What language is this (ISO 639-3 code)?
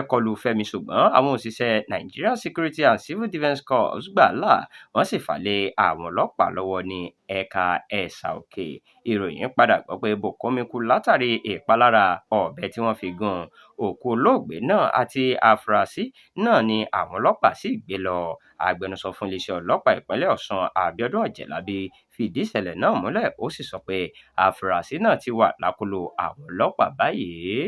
yor